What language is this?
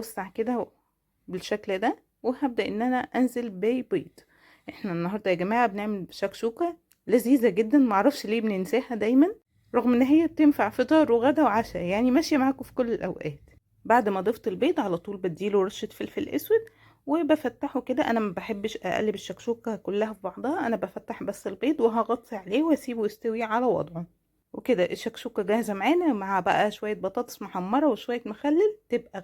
Egyptian Arabic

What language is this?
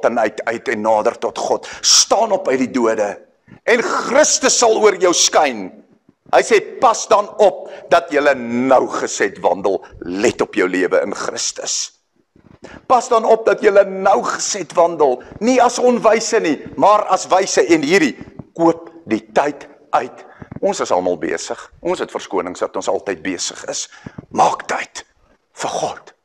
Afrikaans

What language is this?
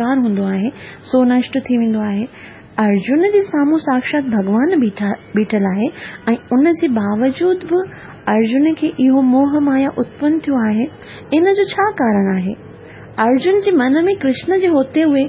Sindhi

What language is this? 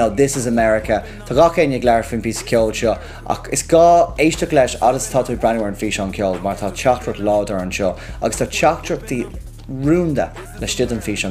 Irish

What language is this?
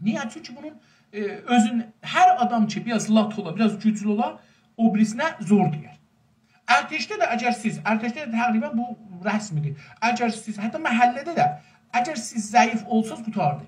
South Azerbaijani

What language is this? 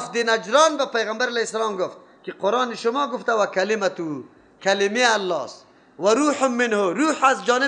Persian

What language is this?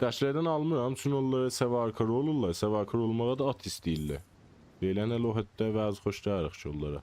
South Azerbaijani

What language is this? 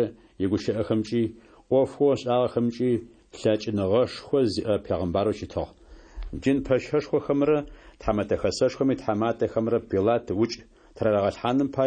Adyghe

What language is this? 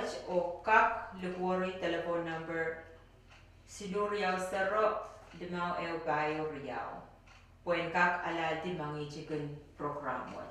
Pohnpeian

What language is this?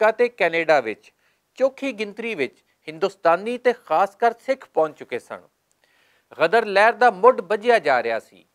Western Panjabi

